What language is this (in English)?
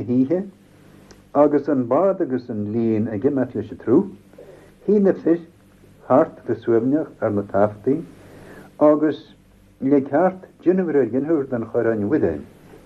Irish